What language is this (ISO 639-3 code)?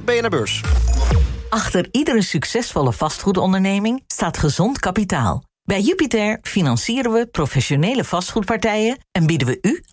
nld